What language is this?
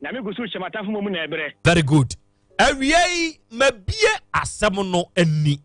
Akan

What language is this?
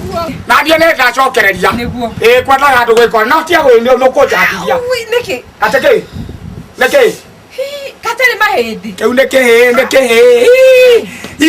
Kikuyu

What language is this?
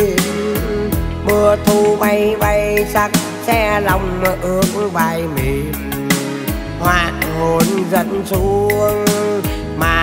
Vietnamese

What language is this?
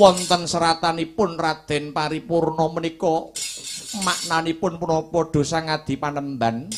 Javanese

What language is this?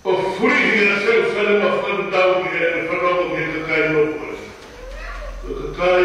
Tongan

